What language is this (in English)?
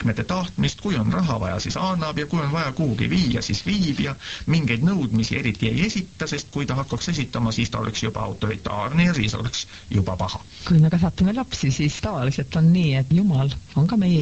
Estonian